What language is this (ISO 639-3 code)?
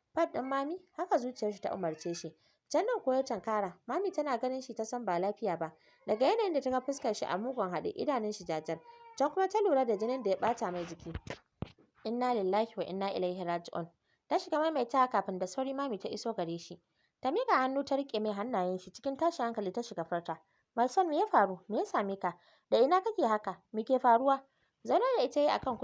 hau